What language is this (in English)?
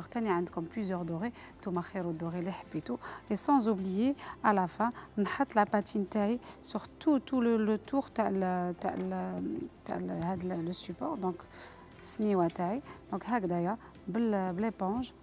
Algerian Arabic